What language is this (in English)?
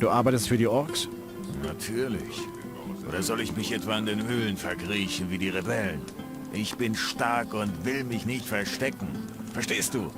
Bavarian